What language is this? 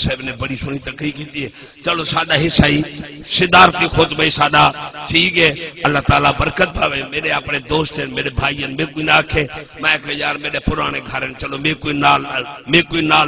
Saraiki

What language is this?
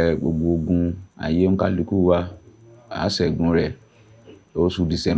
Yoruba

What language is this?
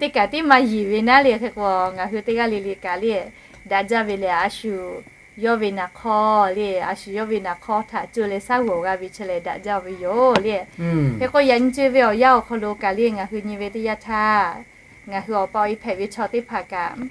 Lahu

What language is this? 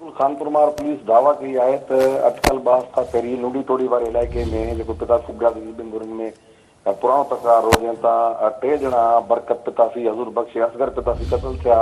Sindhi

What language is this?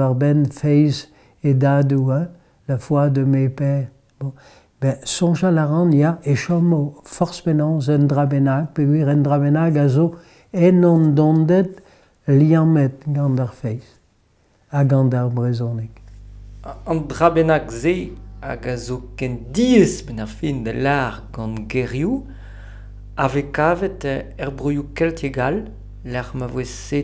Breton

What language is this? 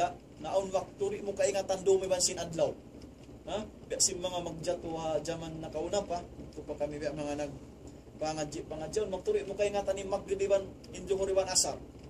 Tausug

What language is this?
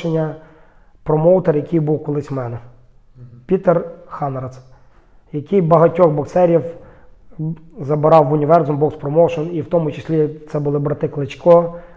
Ukrainian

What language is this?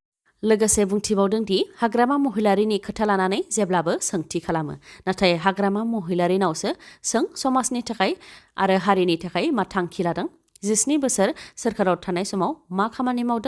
Bodo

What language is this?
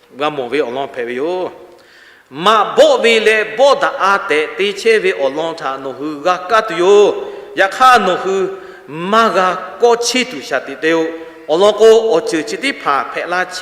Lahu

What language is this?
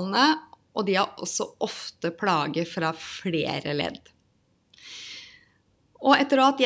Norwegian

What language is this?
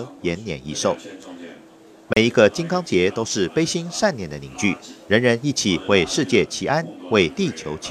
Chinese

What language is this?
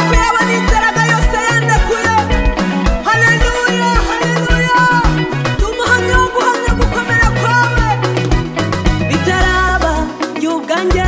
Kinyarwanda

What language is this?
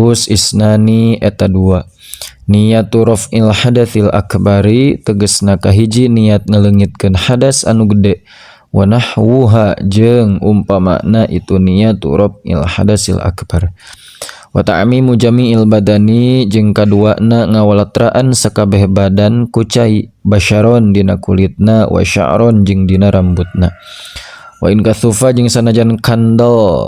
Sundanese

